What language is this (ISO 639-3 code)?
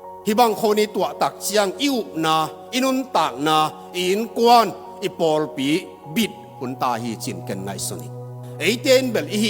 ctd